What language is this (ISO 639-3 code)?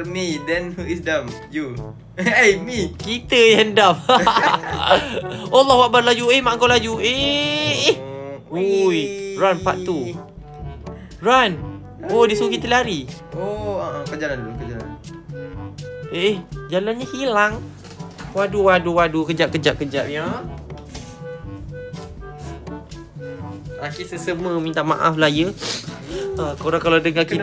msa